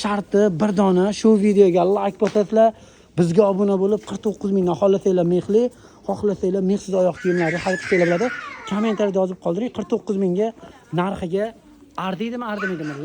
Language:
Uzbek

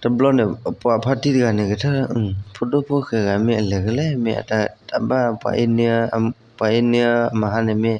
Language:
S'gaw Karen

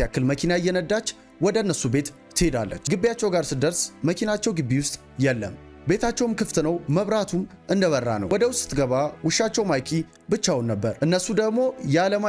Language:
Amharic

